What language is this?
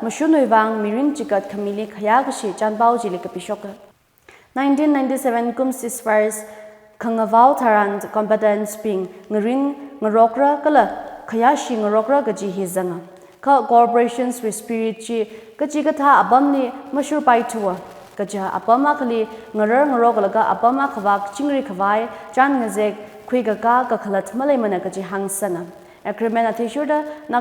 Tangkhul Naga (India)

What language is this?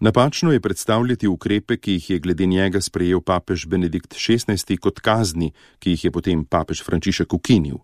Slovenian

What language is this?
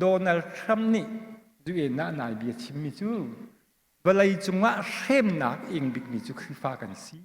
Hakha Chin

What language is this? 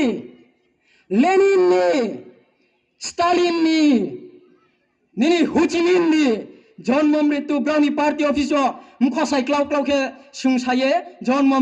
Riang (India)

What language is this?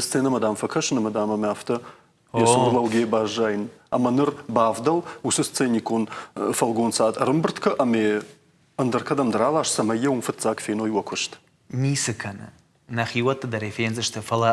Ossetic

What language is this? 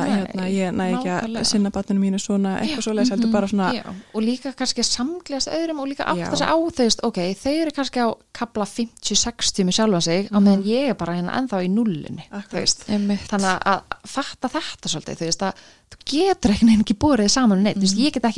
Icelandic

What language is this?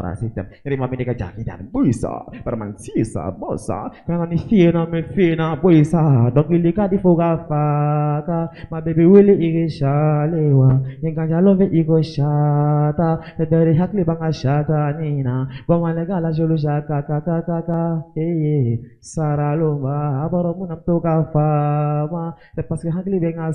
Bambara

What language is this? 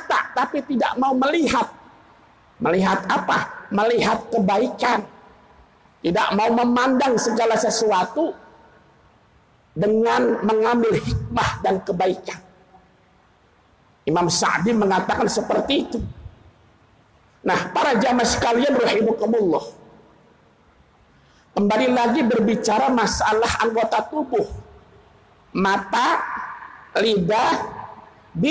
Indonesian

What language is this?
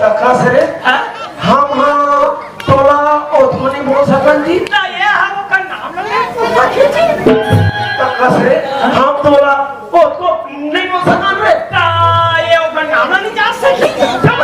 Chhattisgarhi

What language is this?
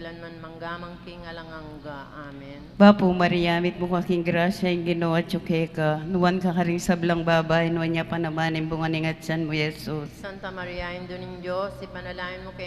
Pampanga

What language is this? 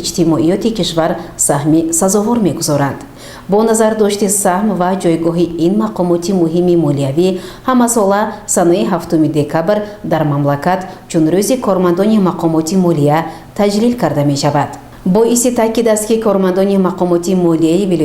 Tajik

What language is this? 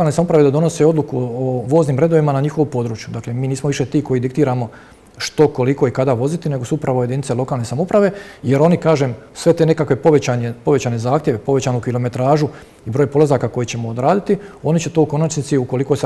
Croatian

